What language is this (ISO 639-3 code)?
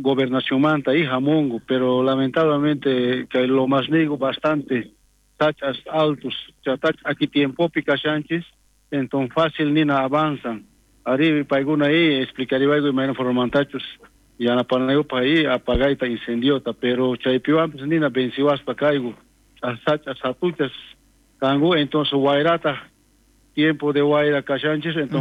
quh